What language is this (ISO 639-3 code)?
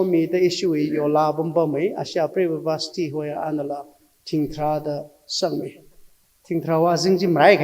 nmf